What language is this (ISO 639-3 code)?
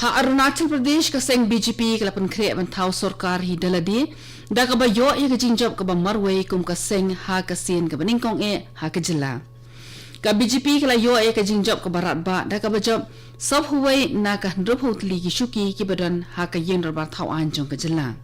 kha